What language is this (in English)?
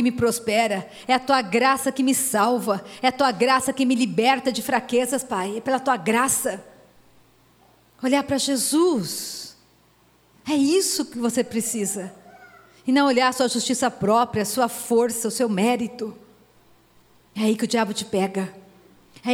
Portuguese